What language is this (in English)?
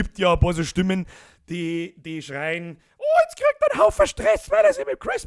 Bavarian